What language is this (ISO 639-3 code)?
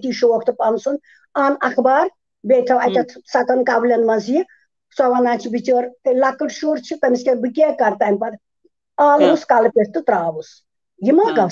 kas